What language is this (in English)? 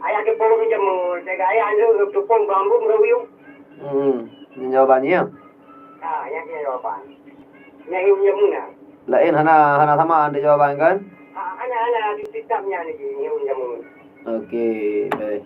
Achinese